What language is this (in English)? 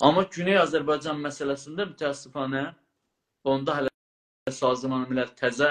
South Azerbaijani